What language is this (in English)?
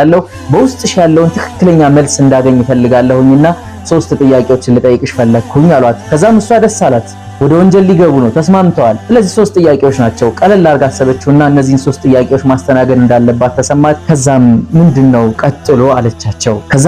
Amharic